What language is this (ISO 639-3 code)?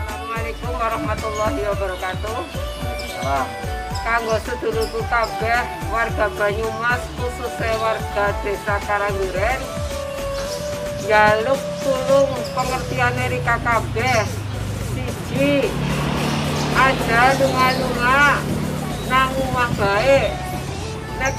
jav